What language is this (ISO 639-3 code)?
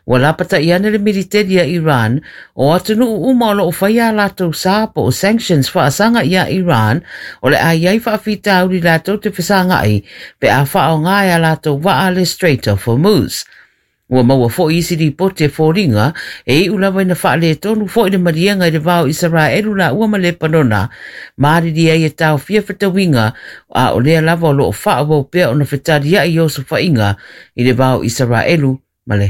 smo